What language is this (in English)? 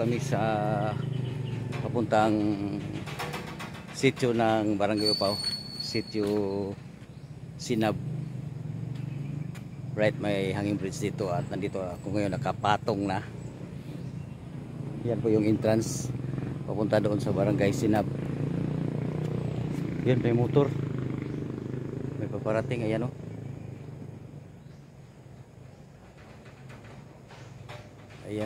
Filipino